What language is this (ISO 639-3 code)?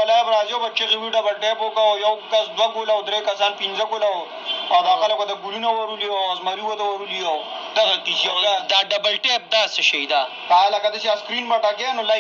pus